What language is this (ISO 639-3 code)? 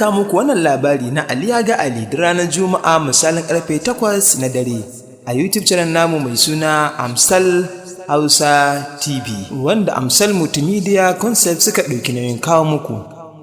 hau